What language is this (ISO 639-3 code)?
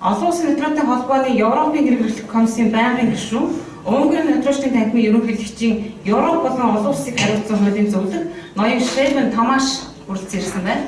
mon